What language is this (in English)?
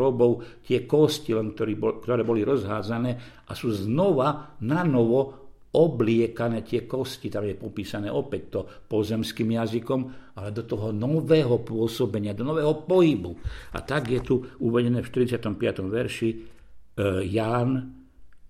Slovak